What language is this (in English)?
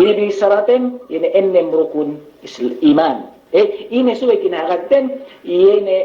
Yakan